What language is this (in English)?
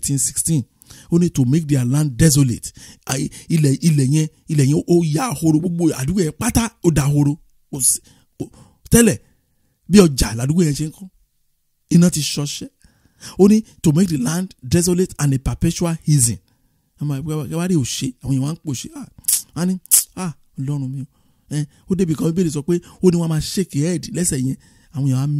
Yoruba